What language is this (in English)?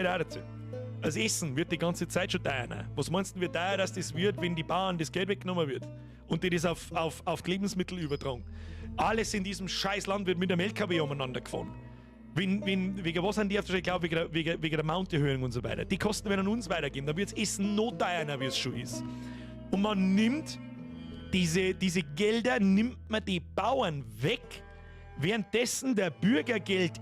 Bavarian